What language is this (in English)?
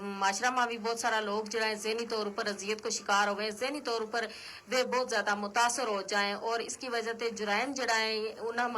Gujari